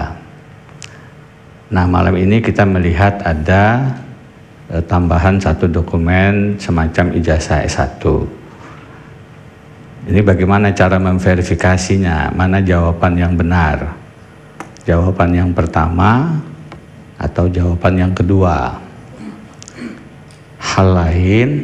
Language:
Indonesian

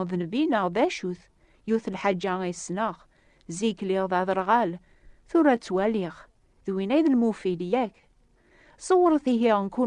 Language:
Kabyle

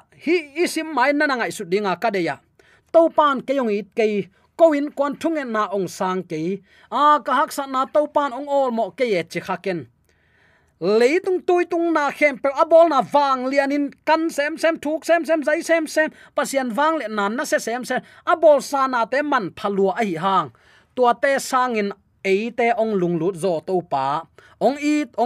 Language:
Tedim Chin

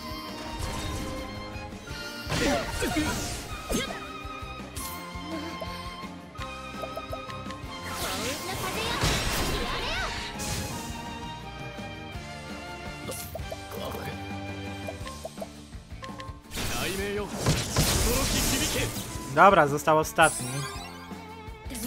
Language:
Polish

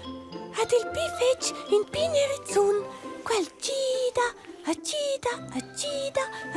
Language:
Romansh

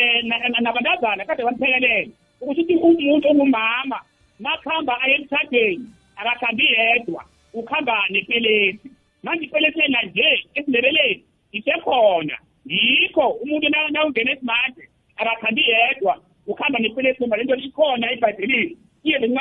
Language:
South Ndebele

